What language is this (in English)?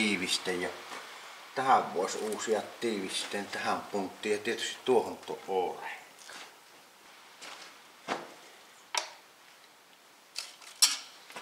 Finnish